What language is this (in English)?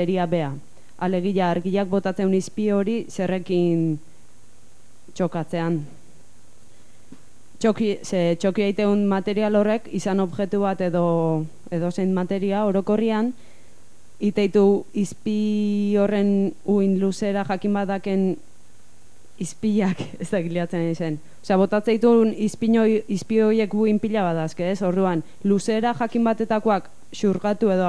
Basque